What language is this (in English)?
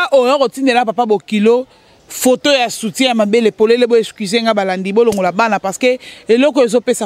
Lingala